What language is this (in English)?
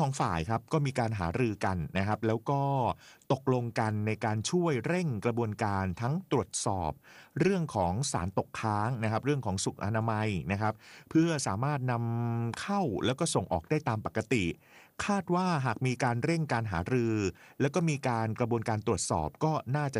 Thai